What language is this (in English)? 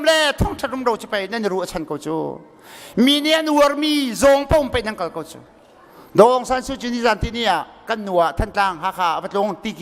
Hakha Chin